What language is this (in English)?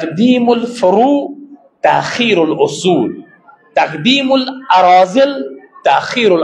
Kashmiri